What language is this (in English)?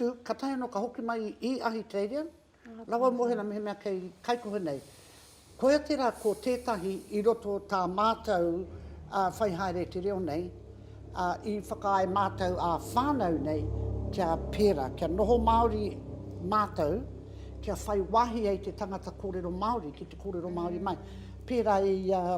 Māori